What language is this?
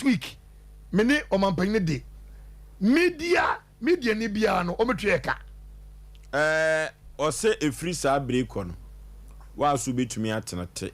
Akan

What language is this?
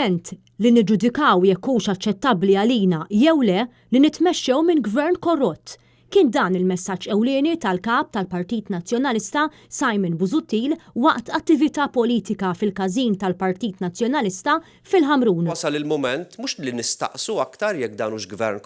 Maltese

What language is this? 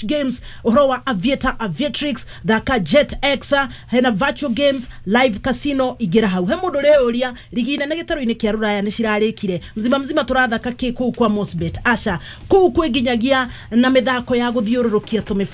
Kikuyu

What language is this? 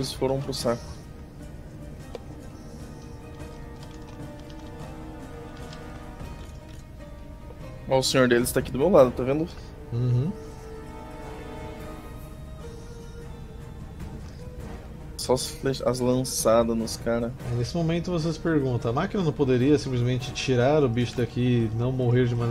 Portuguese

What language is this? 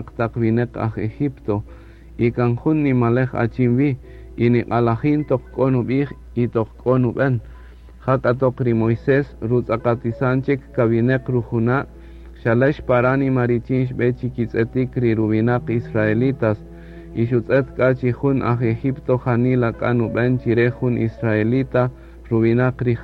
Kaqchikel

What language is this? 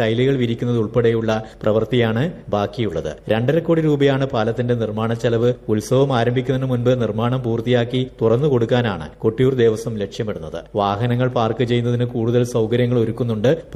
Malayalam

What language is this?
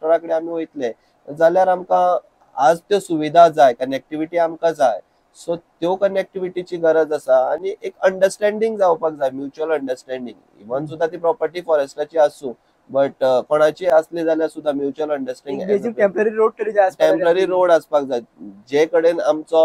Konkani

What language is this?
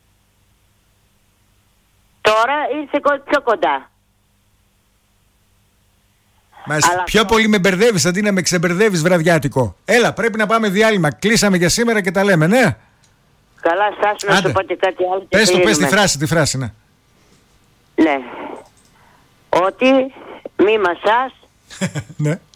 Greek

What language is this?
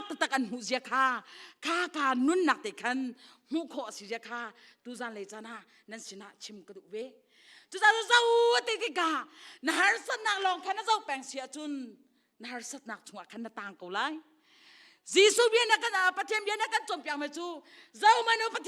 Hakha Chin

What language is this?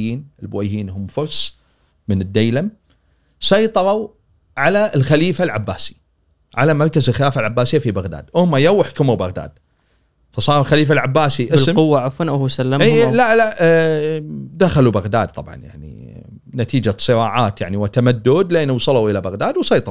Gulf Arabic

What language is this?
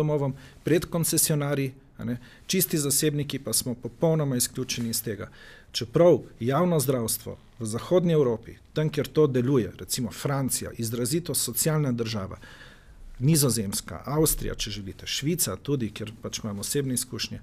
Slovenian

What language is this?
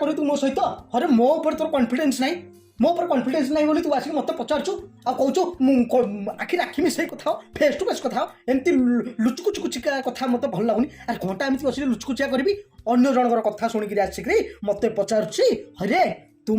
Odia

